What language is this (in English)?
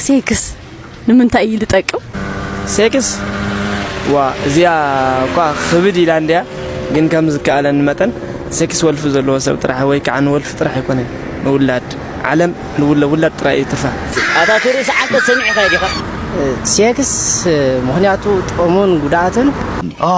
Tigrinya